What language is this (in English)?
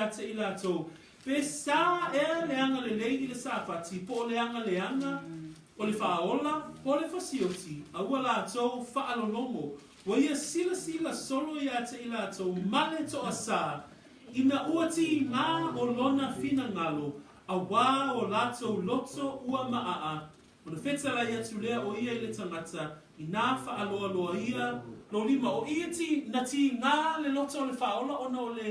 Samoan